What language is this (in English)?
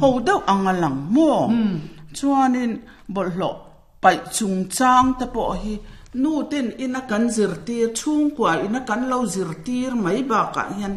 Mizo